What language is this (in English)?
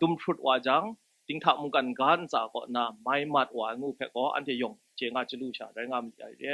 Kachin